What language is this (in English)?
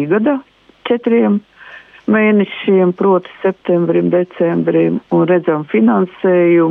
Latvian